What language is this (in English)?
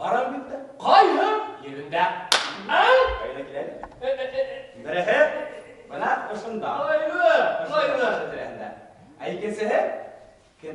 Bashkir